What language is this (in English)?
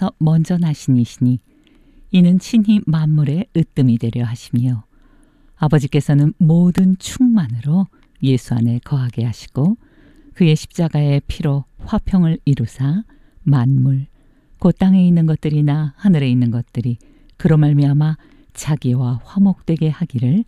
Korean